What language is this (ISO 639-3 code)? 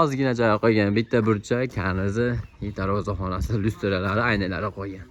uzb